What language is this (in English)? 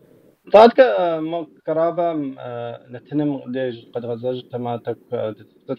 Kabardian